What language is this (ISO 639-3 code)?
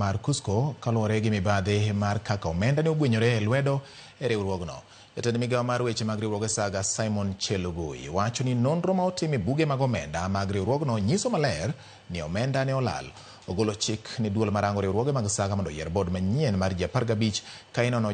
luo